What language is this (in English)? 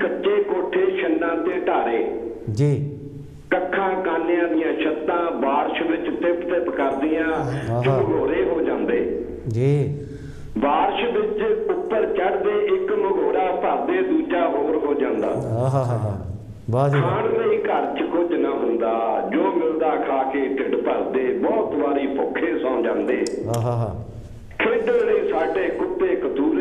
Punjabi